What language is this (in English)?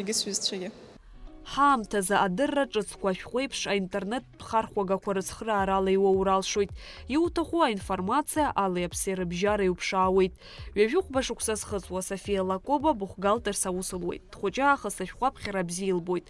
Abkhazian